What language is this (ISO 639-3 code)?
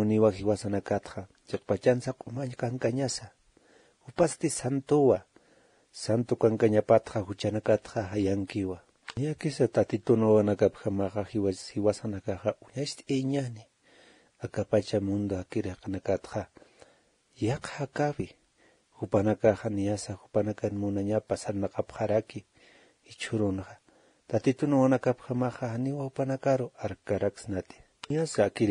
aym